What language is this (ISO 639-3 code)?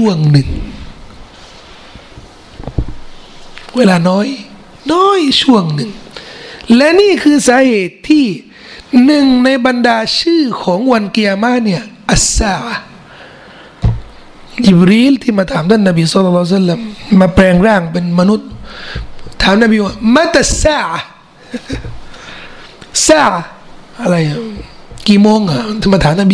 tha